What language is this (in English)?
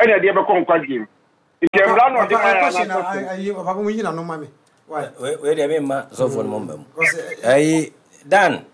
Akan